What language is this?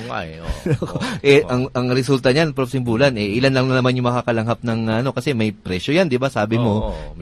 Filipino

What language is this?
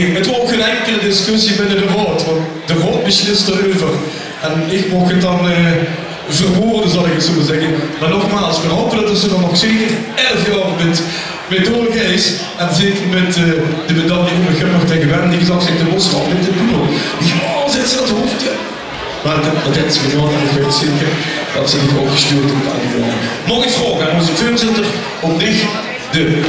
Limburgish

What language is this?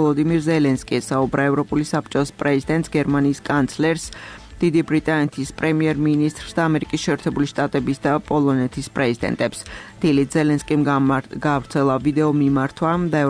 Georgian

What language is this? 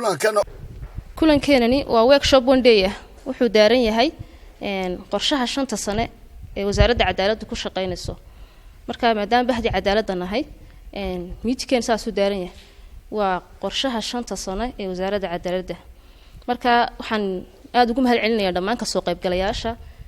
Somali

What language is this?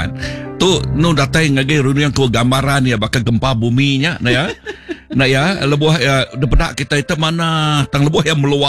Iban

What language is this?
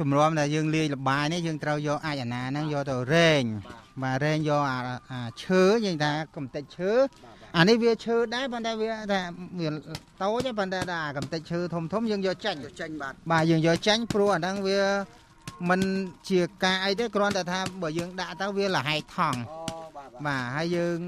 Khmer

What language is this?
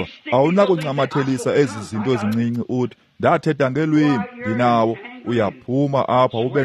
Xhosa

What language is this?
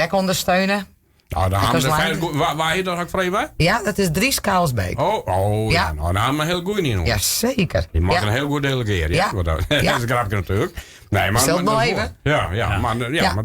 Western Frisian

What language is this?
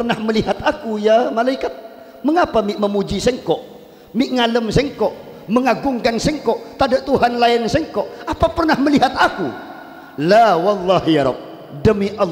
Madurese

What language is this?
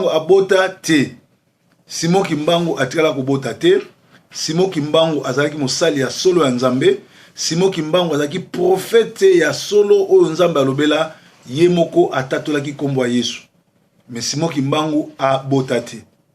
Lingala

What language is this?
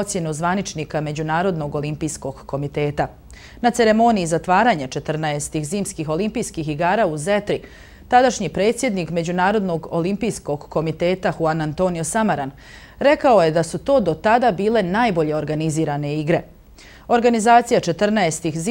Bosnian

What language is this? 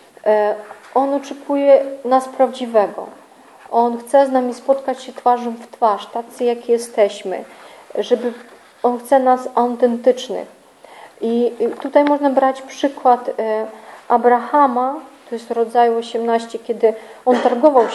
Polish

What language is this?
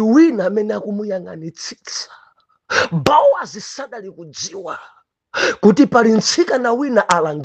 Nyanja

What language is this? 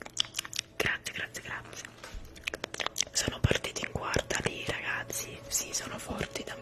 Italian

